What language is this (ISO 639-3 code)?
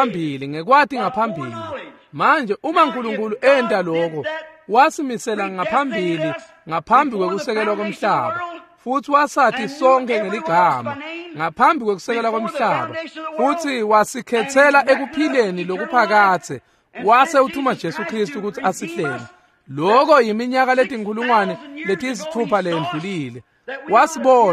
ssw